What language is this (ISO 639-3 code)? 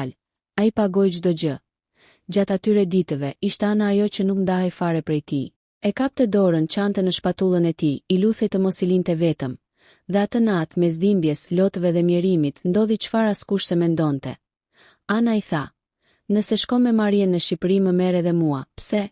sqi